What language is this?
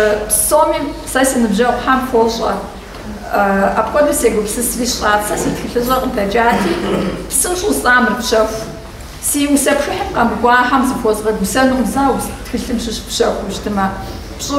Kabardian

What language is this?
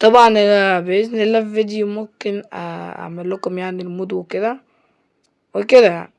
Egyptian Arabic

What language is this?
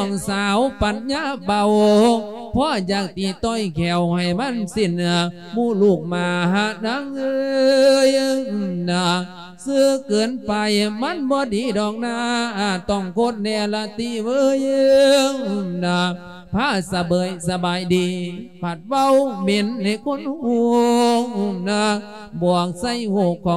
Lao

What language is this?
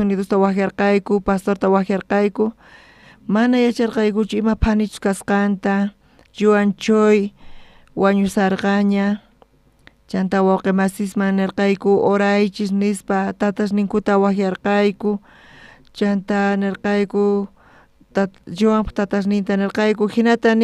South Bolivian Quechua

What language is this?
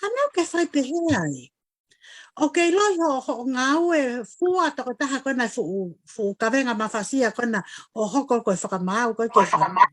Tongan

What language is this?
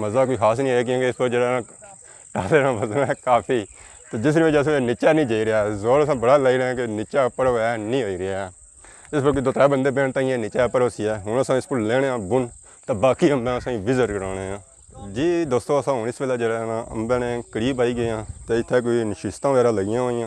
Pahari-Potwari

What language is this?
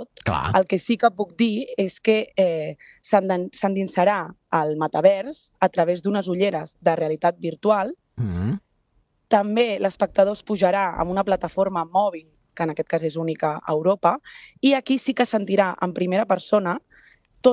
Catalan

